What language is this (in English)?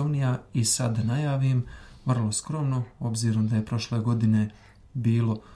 Serbian